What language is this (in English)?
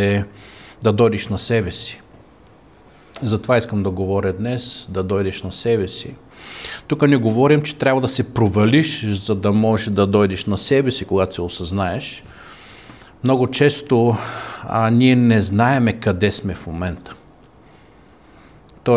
Bulgarian